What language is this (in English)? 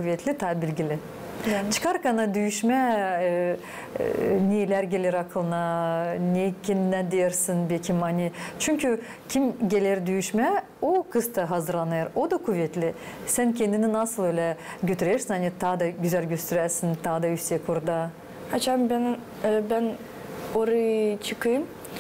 Gagauz